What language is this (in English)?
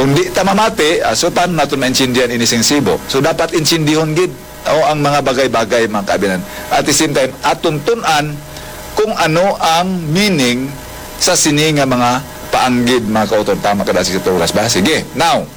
Hiligaynon